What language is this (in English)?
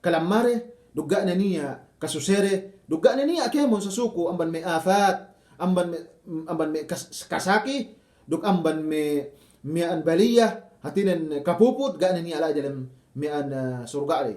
Yakan